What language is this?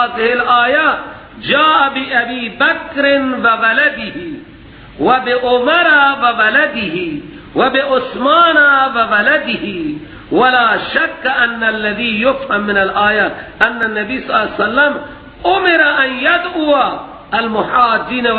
Persian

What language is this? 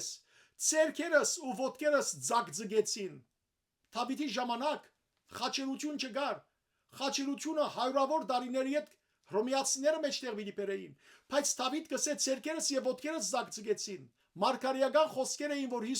Western Armenian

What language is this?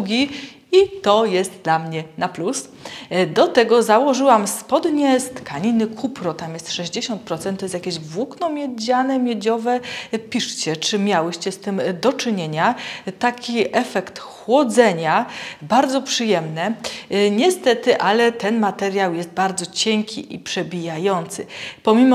Polish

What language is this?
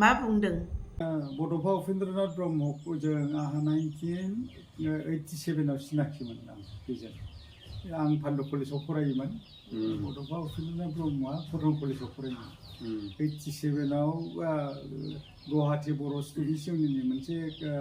Bodo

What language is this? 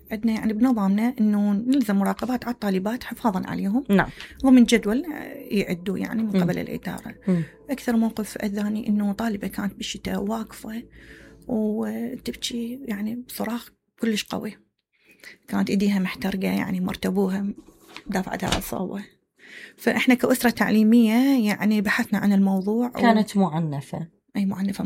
Mesopotamian Arabic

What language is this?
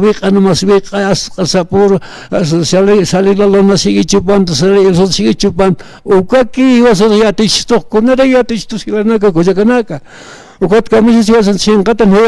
Aymara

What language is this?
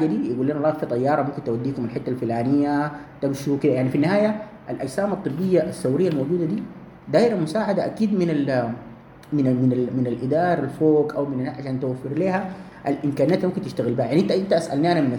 Sudanese Arabic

